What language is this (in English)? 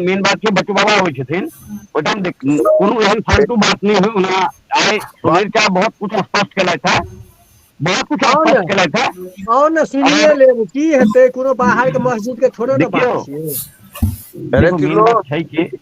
Maithili